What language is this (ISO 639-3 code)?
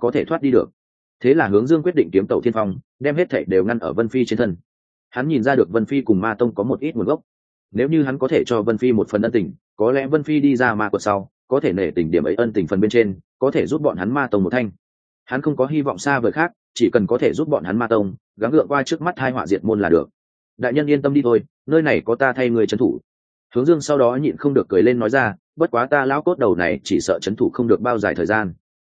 vie